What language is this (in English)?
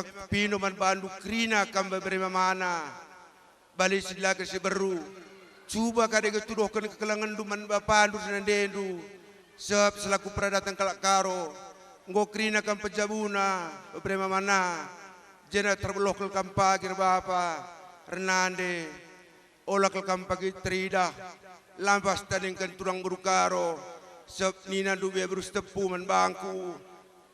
Batak Karo